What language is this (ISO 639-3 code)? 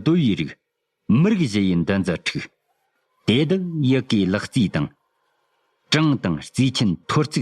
bod